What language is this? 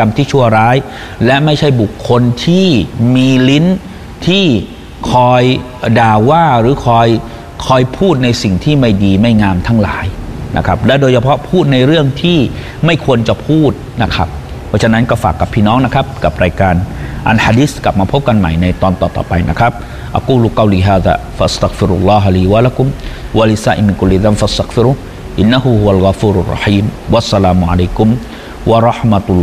Thai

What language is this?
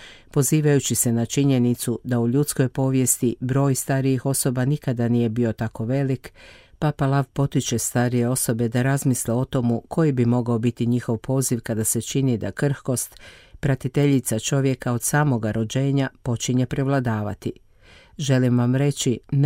Croatian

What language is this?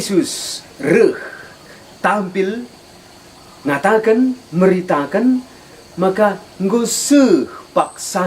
Batak Karo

